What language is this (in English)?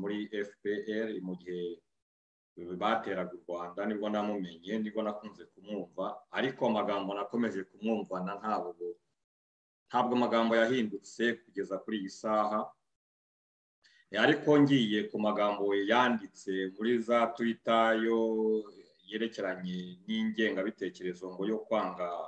Kinyarwanda